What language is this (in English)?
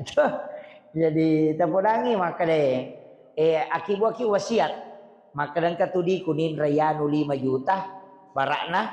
Buginese